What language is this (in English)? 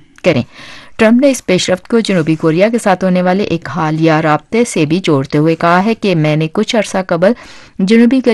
Urdu